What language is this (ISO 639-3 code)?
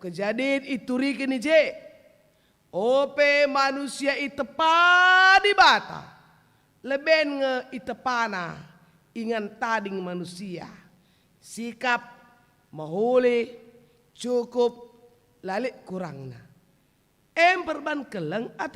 btx